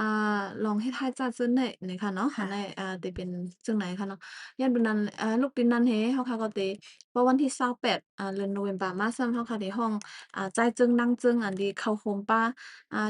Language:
Shan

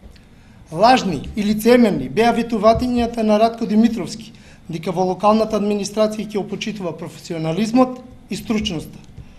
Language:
Macedonian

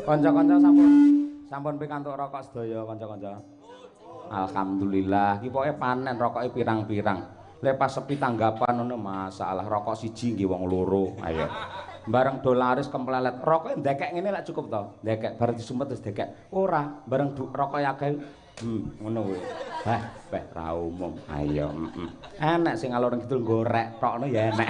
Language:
Javanese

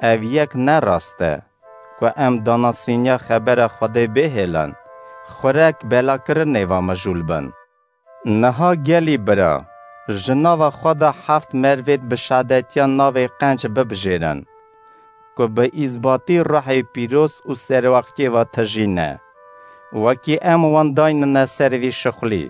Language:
Kurdish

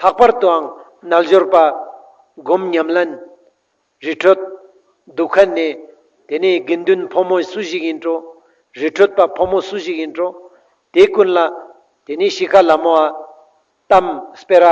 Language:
Ladakhi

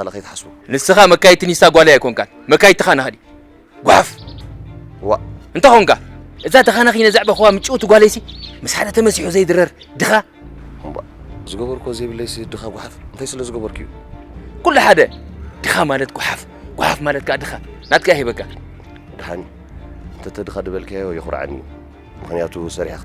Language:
Tigrinya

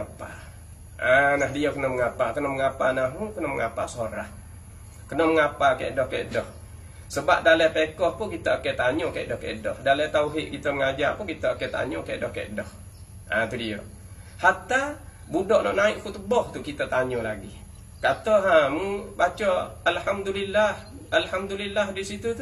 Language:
Malay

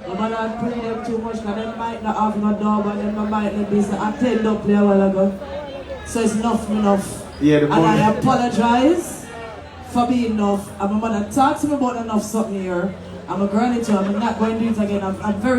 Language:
Jamaican Creole English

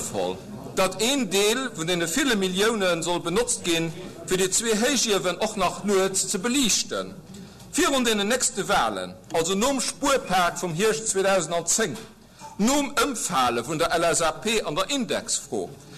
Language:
Luxembourgish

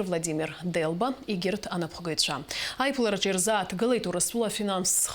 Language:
Abkhazian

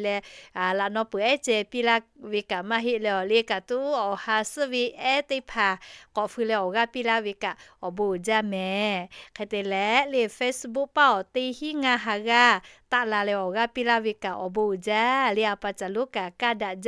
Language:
Lahu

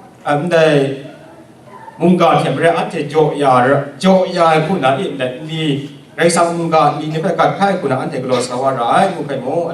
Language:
Kachin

